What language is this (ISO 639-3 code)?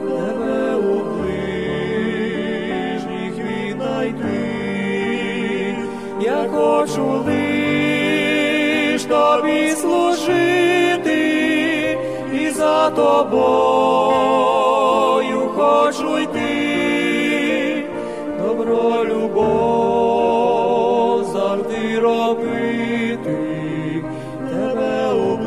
ukr